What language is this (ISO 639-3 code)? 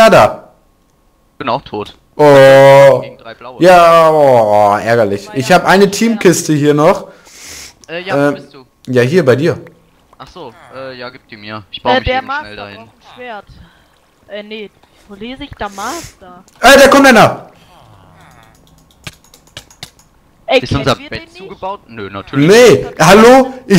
deu